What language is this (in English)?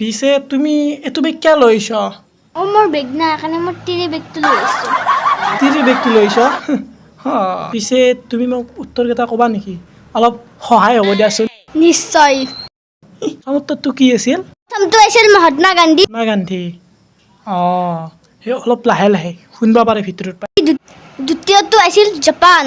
Assamese